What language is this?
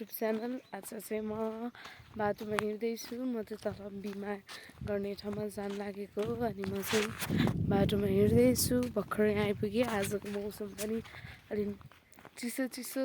Nepali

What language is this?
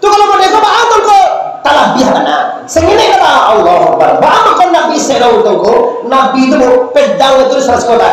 Minangkabau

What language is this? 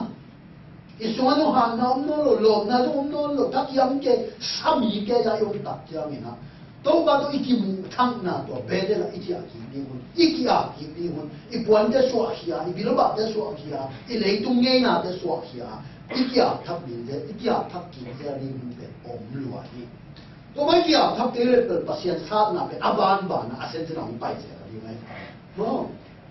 Tedim Chin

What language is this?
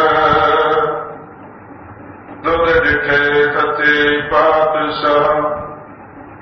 Punjabi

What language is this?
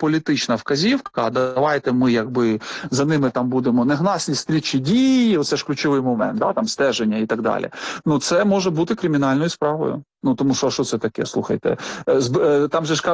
Ukrainian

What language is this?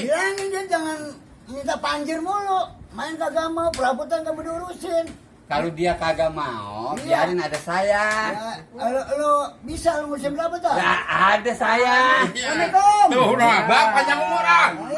Betawi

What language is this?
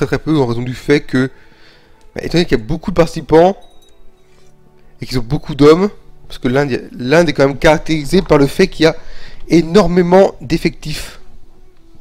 French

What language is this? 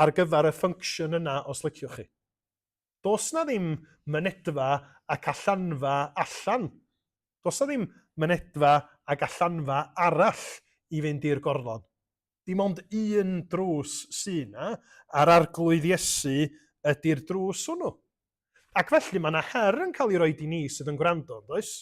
Welsh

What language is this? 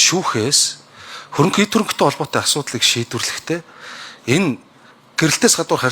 Mongolian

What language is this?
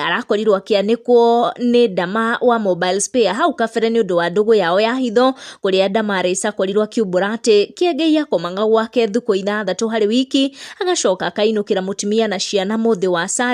Kikuyu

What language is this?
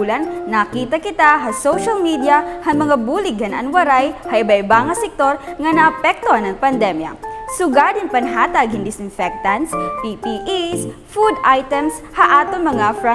Waray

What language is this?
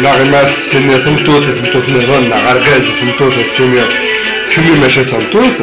Kabyle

